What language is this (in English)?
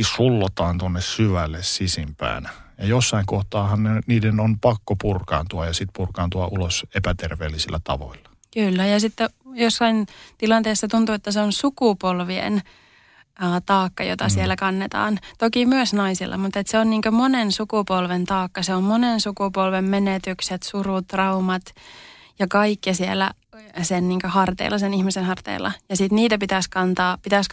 Finnish